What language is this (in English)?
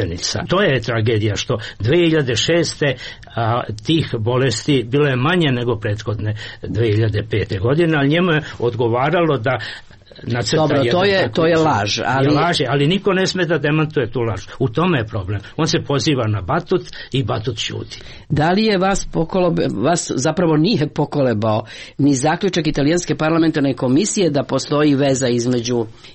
Serbian